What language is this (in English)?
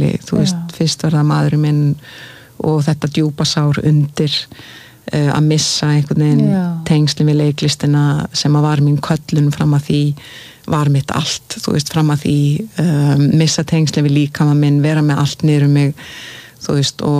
Icelandic